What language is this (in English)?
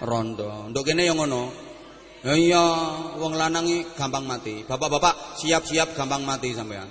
Javanese